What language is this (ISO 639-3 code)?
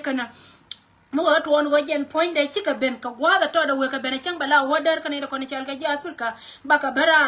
nus